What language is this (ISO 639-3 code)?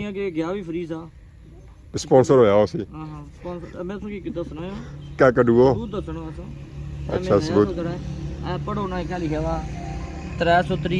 phr